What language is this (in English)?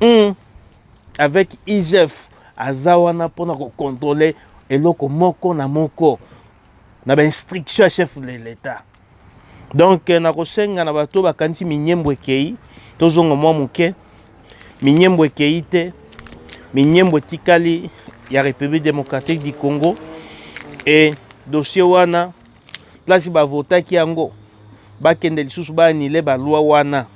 Lingala